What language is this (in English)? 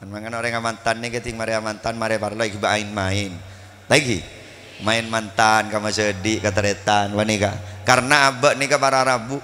Madurese